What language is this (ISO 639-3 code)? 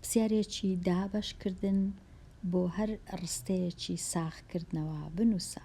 ckb